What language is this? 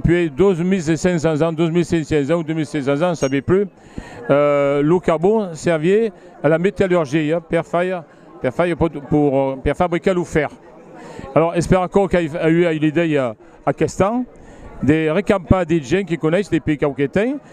Occitan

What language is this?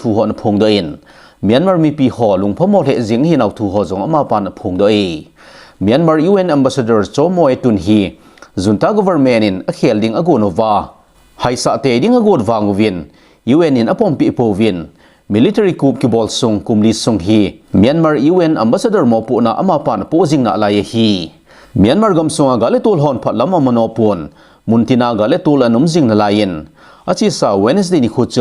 Thado Chin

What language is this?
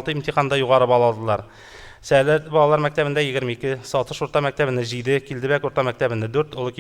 Tatar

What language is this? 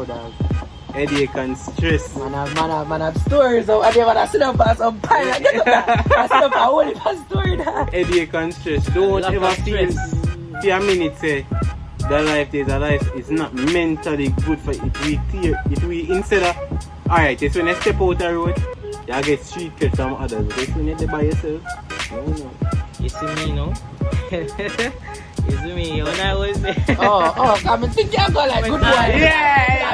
Jamaican Creole English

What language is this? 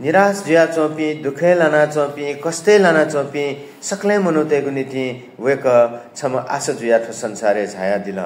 Newari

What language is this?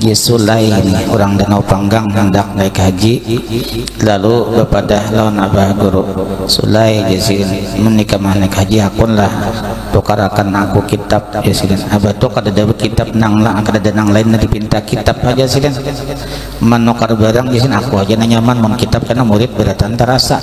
Banjar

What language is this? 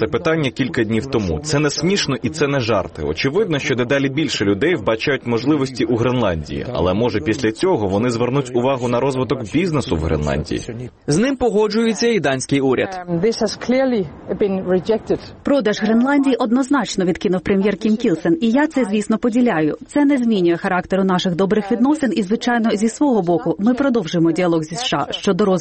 Ukrainian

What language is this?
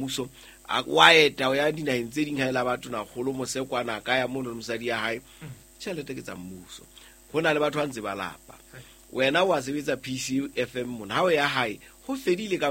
Southern Sotho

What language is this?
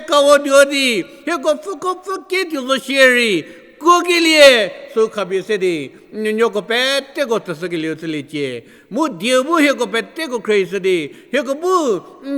Angami Naga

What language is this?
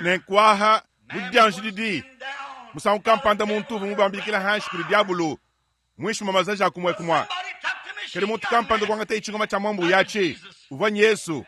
Luba-Lulua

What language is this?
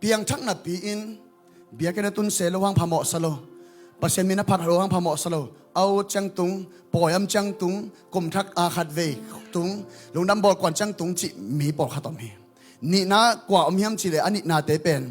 Tedim Chin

